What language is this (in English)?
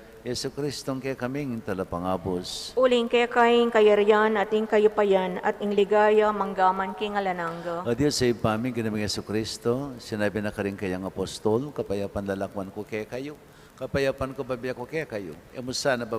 Pampanga